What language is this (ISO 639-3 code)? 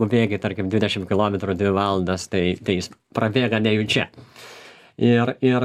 lit